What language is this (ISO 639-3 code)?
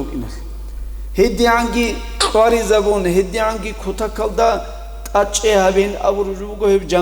ava